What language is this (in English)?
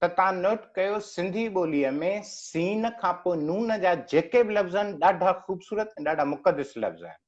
Sindhi